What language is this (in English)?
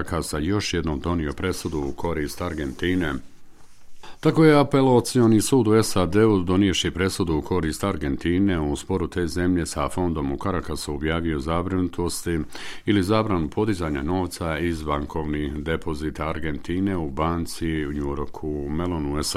Bosnian